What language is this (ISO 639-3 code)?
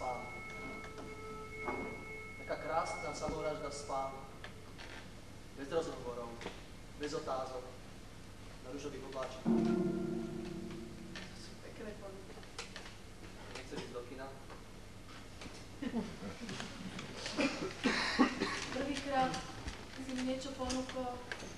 slk